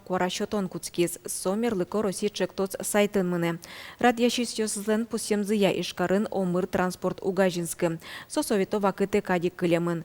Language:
Udmurt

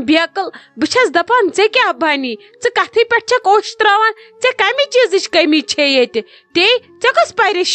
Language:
Kashmiri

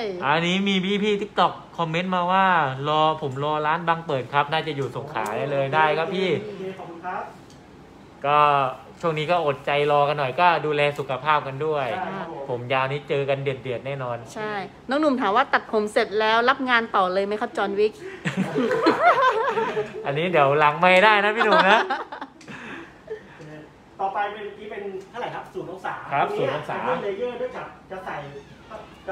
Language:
Thai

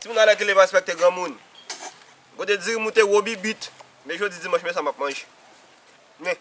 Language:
Haitian Creole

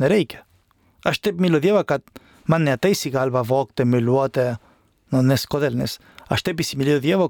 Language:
Lithuanian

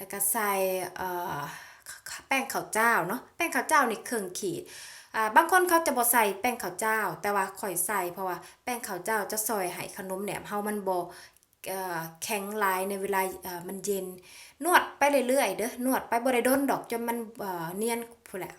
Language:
Lao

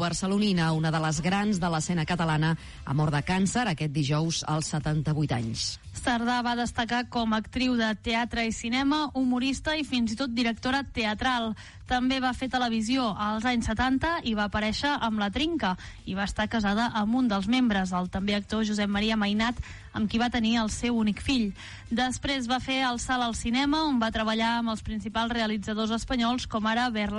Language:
Catalan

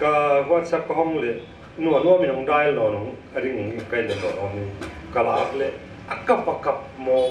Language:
Paite Chin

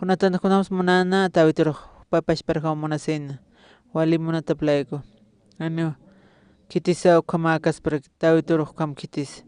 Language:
Aymara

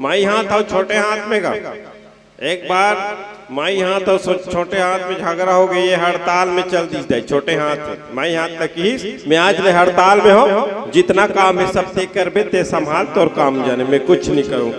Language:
Chhattisgarhi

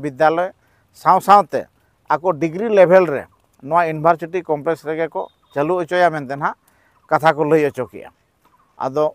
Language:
Santali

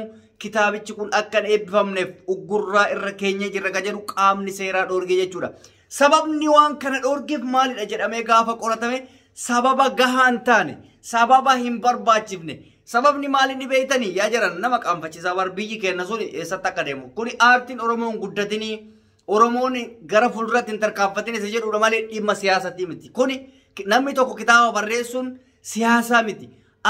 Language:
Oromo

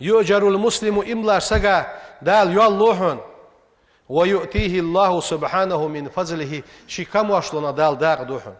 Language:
Ingush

